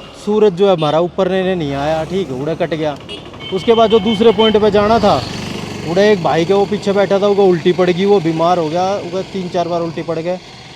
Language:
Haryanvi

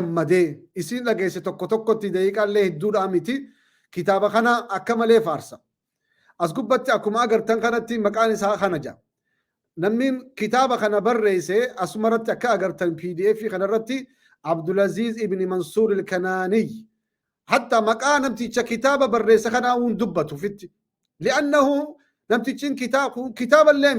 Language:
Oromo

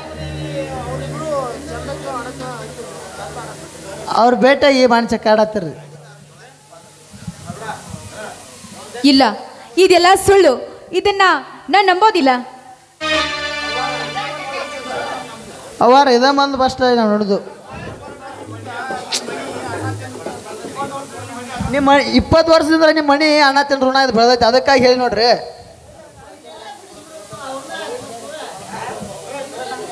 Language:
Kannada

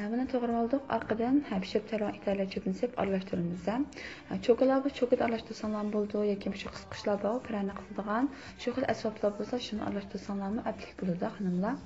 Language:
Uyghur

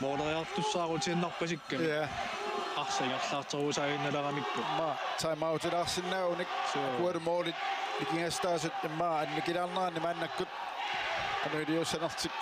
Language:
Kalaallisut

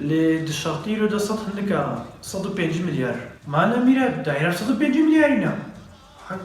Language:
Kurdish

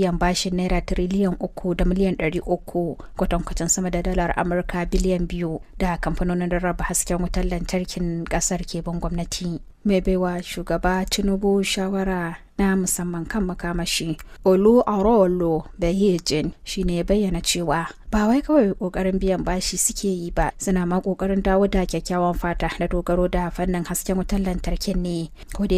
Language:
Hausa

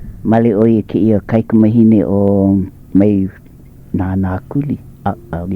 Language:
Hawaiian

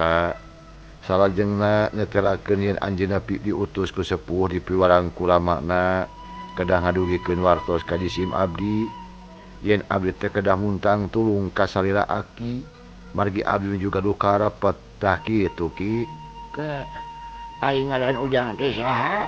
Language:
Sundanese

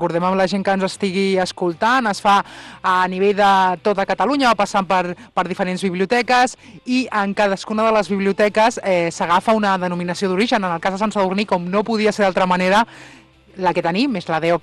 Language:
Catalan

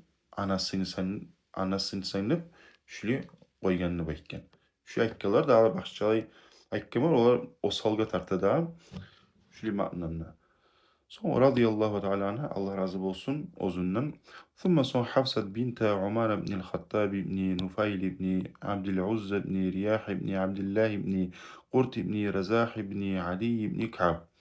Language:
Kumyk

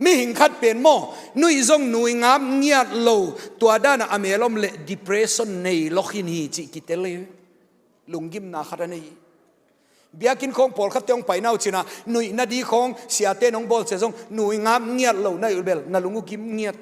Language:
Tedim Chin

